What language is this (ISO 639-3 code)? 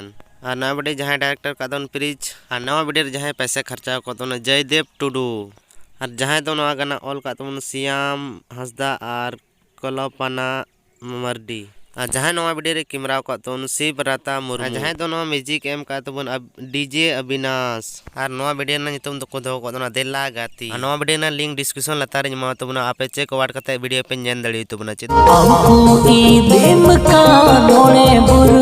sat